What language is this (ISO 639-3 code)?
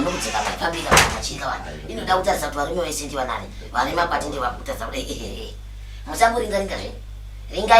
sna